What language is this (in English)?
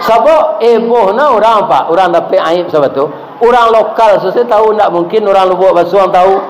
Minangkabau